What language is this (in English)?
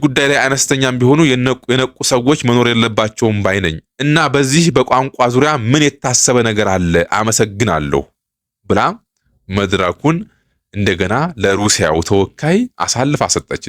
Amharic